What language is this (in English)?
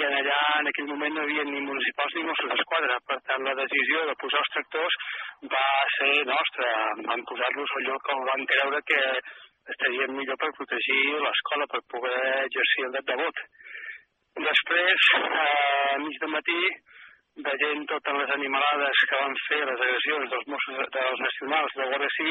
Catalan